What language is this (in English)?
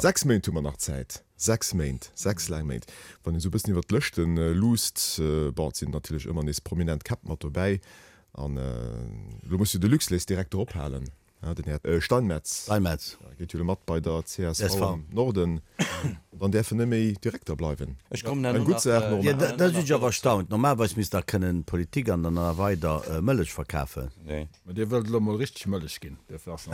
Luxembourgish